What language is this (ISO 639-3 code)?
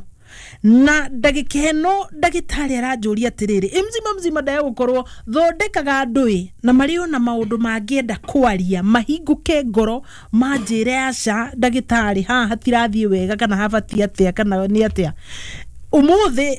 kik